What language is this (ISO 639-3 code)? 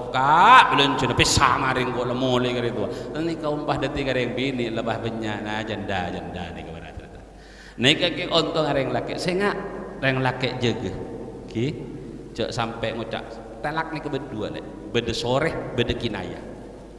mad